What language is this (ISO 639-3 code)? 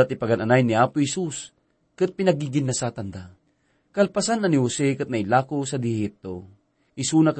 ilo